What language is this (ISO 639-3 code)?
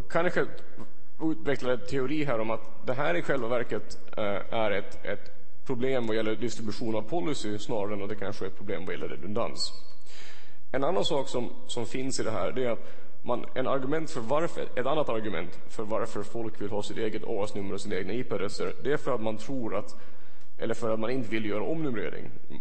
swe